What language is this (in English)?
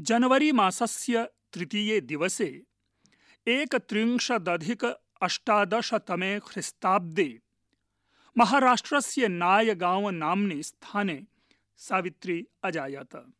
Sanskrit